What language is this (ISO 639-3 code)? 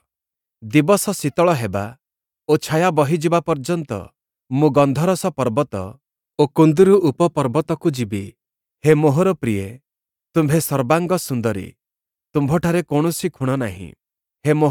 ori